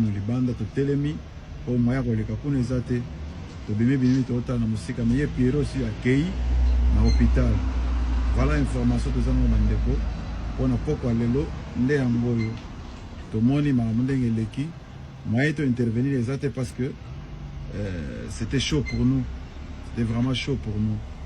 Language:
Lingala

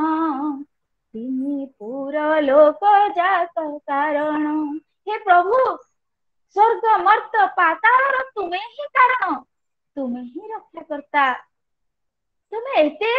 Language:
Odia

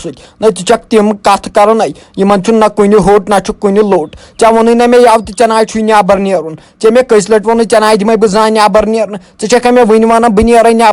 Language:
Kashmiri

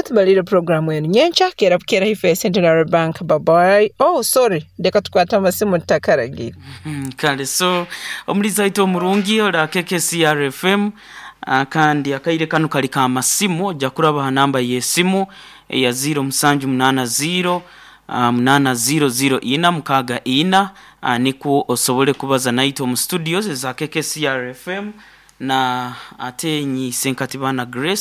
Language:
Nyoro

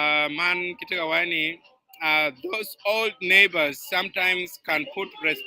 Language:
Acoli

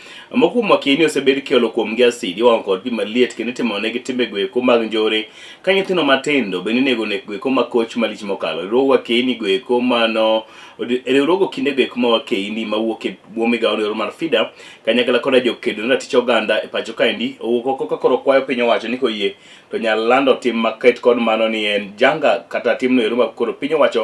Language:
Luo (Kenya and Tanzania)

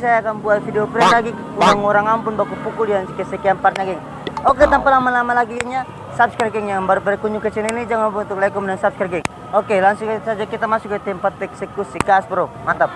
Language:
Ambonese Malay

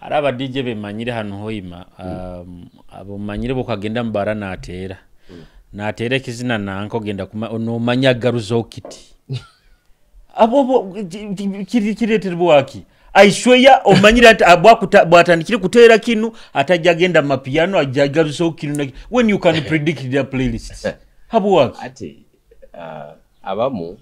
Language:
Tooro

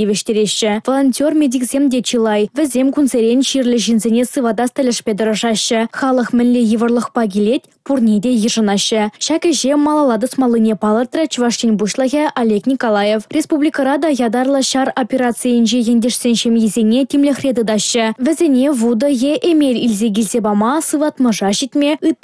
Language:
Chuvash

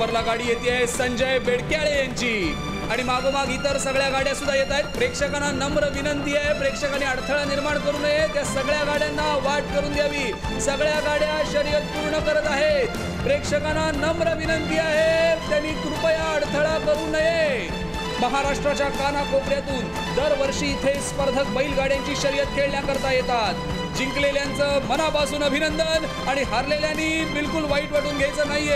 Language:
Marathi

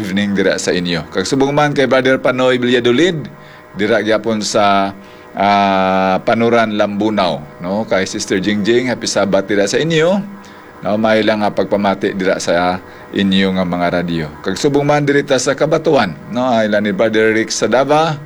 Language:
Hiligaynon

